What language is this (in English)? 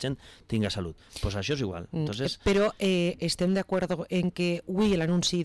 Catalan